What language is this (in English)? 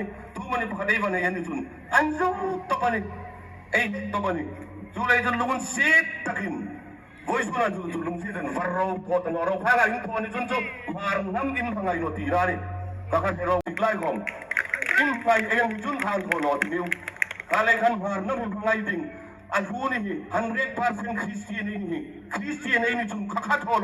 Hmar